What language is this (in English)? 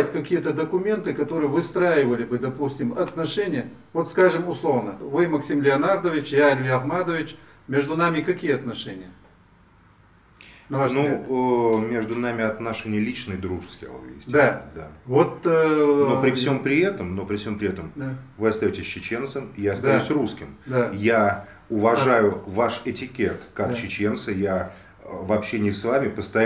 Russian